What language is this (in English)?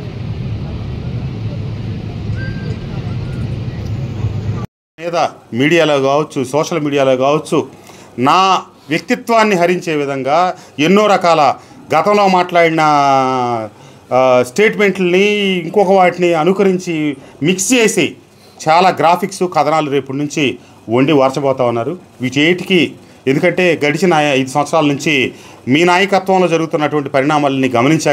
Telugu